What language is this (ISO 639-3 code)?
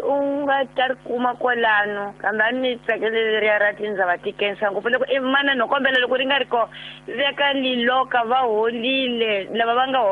tso